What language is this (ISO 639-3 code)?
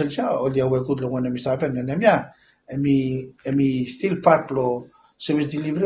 bis